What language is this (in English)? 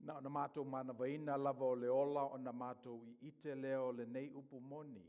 Samoan